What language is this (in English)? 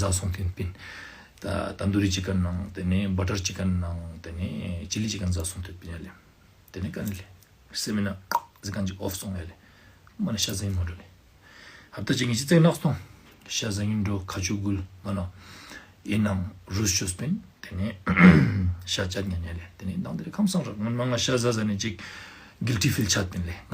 Ladakhi